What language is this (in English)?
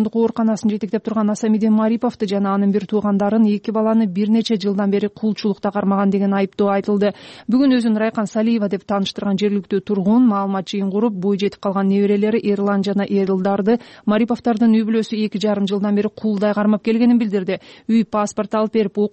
Kyrgyz